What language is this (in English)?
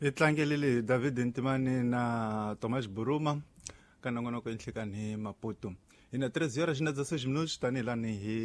Tsonga